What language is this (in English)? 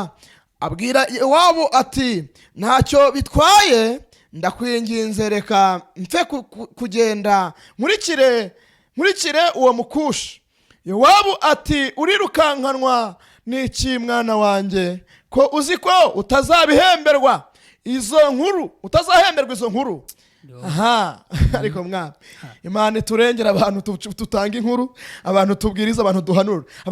Kinyarwanda